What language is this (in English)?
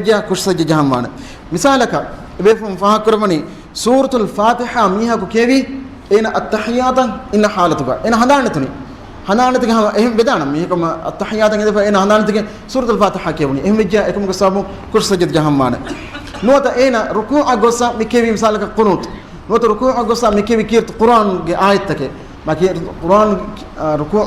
Divehi